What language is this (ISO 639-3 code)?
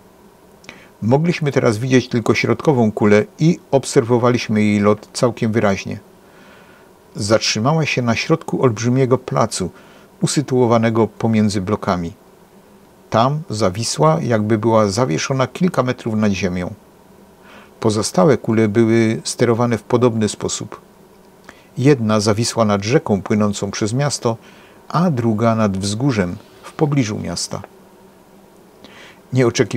pol